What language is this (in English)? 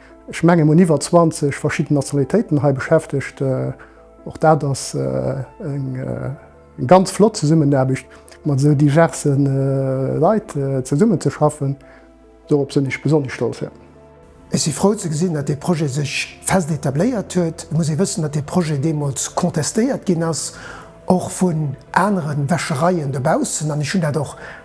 Luxembourgish